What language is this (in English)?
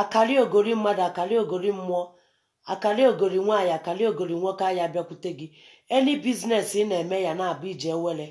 Igbo